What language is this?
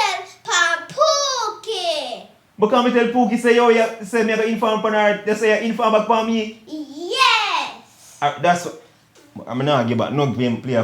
Jamaican Creole English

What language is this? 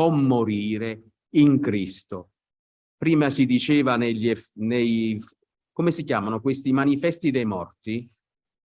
Italian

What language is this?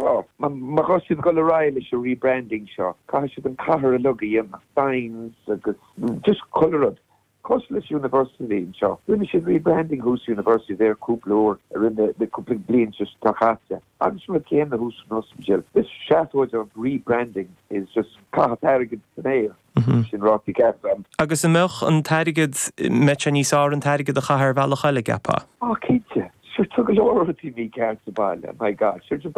Irish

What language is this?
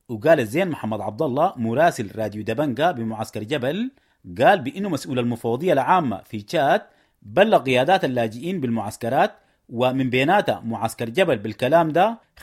Sudanese Arabic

